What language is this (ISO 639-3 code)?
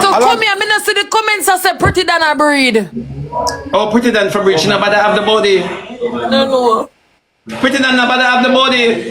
jam